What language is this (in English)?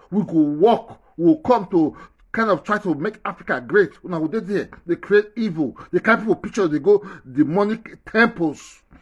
Nigerian Pidgin